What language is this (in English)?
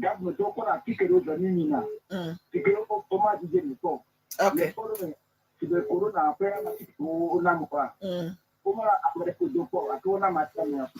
Ewe